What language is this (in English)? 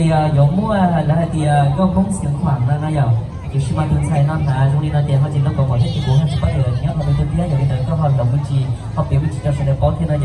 Hmong